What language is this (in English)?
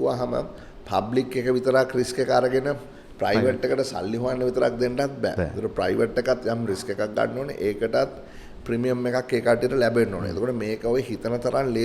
Sinhala